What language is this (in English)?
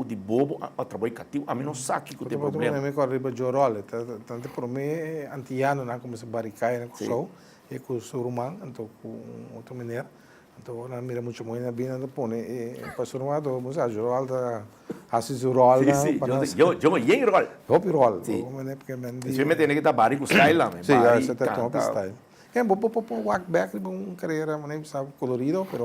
Papiamento